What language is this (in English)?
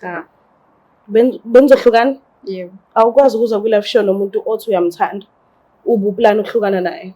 Zulu